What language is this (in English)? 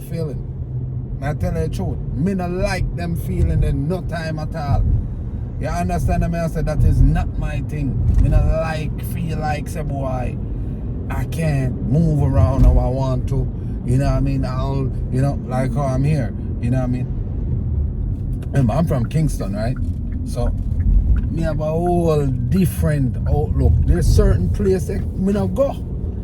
Jamaican Creole English